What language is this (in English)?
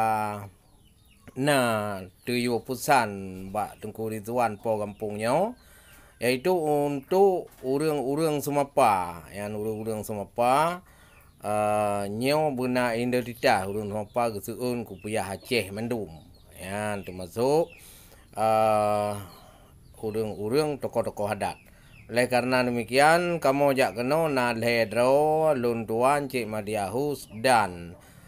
Achinese